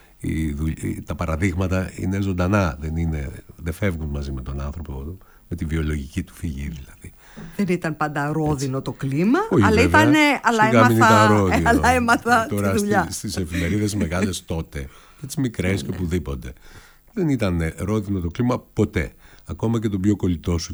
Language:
Greek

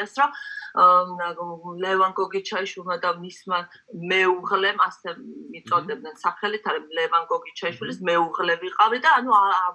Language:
Georgian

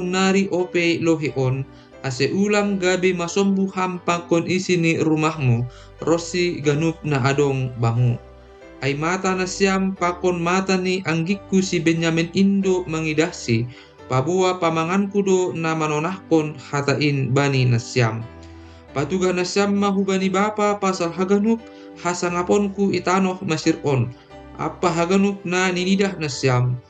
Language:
Batak Simalungun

